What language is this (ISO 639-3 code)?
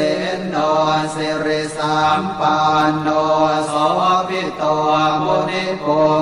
pli